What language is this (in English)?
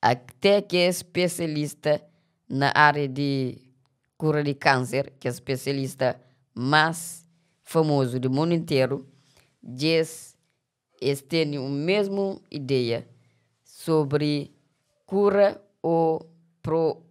Kabuverdianu